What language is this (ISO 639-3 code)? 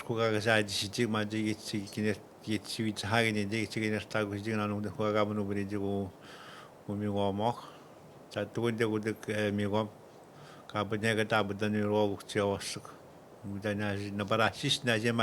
atj